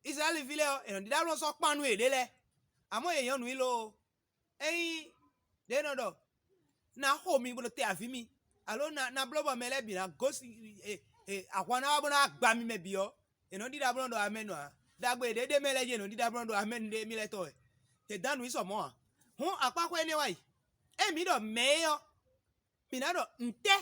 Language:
Fon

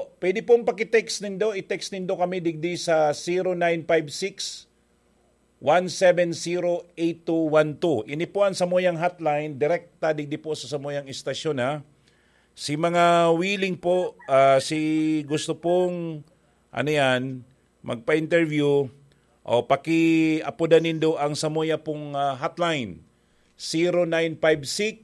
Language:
Bikol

